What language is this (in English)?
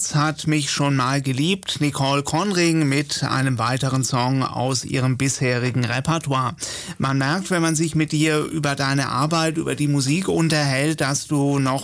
German